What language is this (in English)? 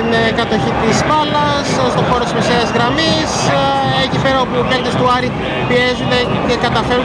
Greek